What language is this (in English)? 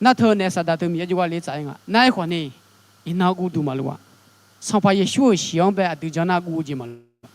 Akha